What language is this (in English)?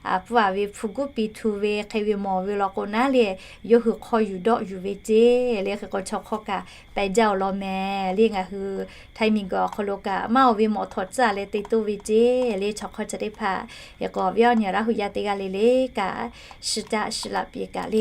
Lahu